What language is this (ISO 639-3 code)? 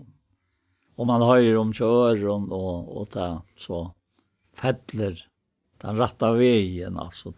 fao